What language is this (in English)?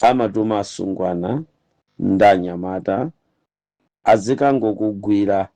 Nyanja